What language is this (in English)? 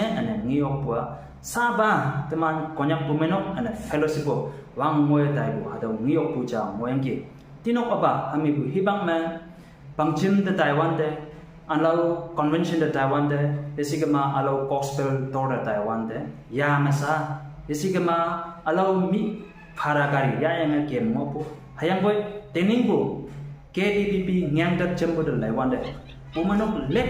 Konyak Naga